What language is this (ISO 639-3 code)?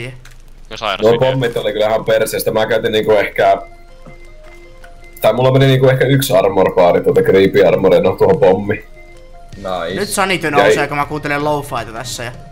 fin